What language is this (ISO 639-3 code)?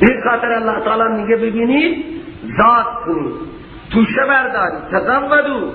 fas